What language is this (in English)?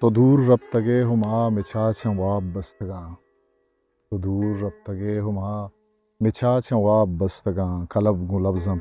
Eastern Balochi